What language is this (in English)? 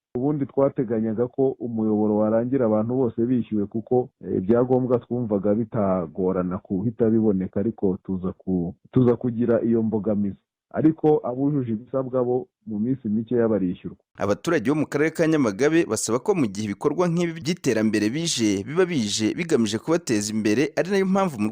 Kinyarwanda